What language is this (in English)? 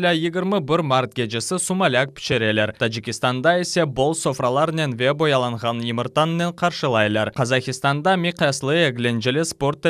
Crimean Tatar